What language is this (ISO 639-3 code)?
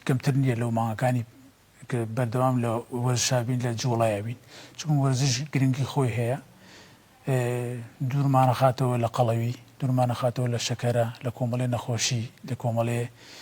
ckb